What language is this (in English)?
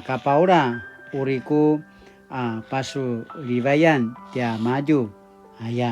Paiwan